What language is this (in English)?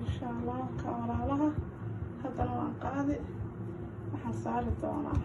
Somali